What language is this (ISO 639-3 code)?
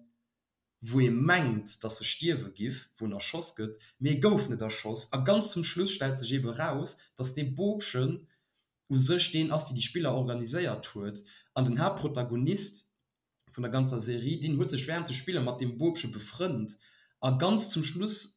ltz